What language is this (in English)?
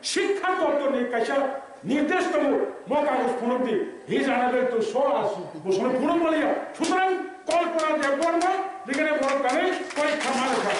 Kok Borok